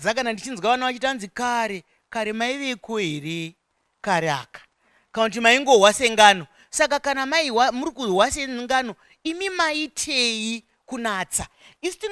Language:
Shona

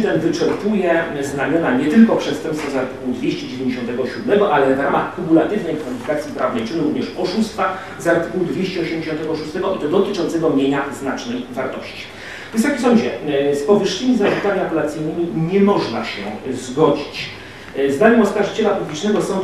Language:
Polish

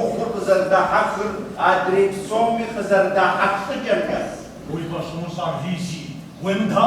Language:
Kabardian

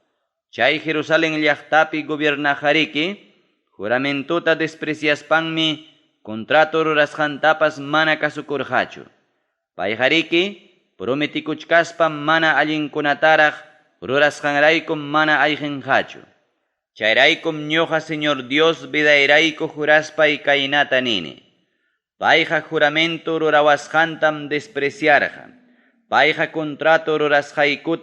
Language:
Ayacucho Quechua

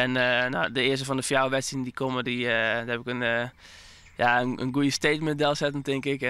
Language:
Western Frisian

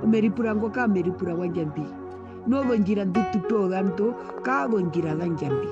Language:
Herero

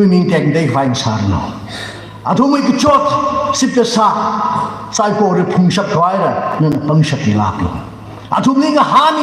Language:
Tangkhul Naga (India)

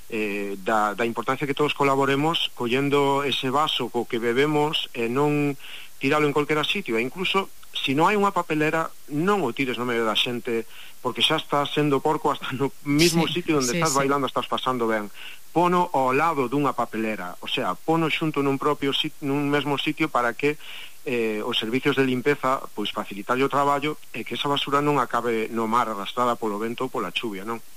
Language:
Galician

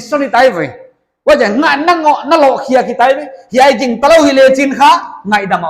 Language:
Paite Chin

